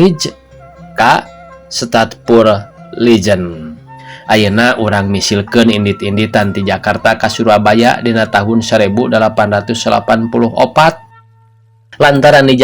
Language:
Sundanese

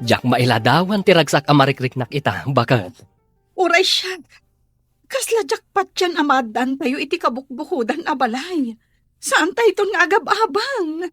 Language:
Iloko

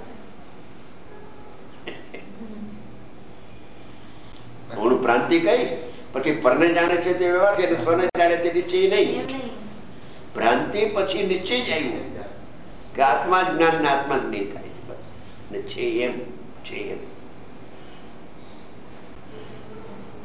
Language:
Gujarati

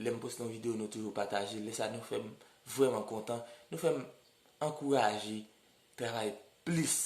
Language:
Haitian Creole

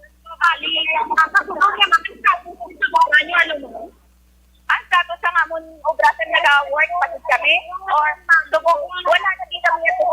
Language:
Hiligaynon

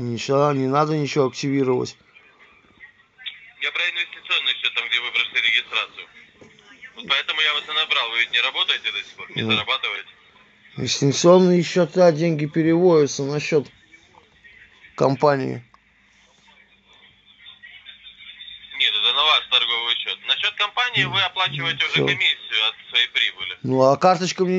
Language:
Russian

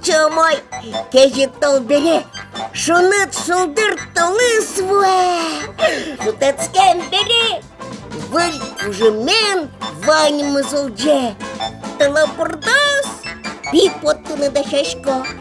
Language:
Udmurt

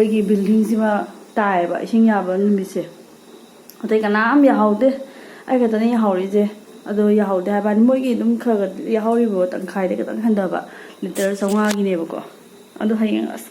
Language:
Manipuri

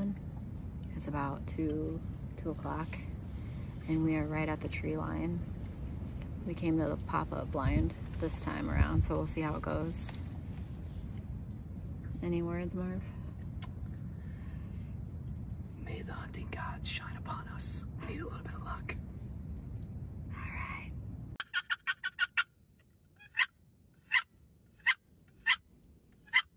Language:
English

